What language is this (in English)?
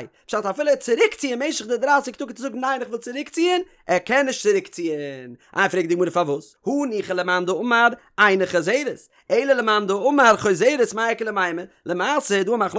Yiddish